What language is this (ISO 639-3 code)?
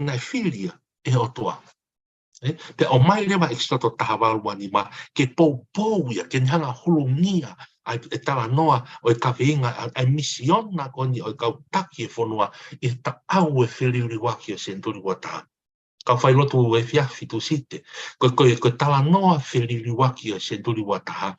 ton